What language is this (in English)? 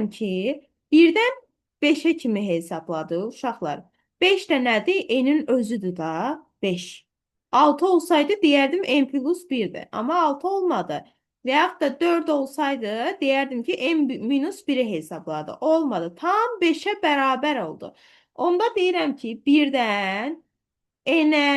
Azerbaijani